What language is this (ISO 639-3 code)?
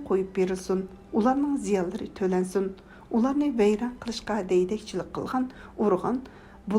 uig